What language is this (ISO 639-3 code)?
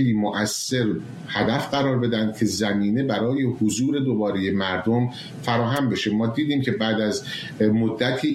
fas